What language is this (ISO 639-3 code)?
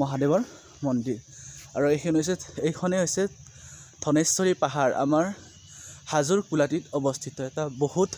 asm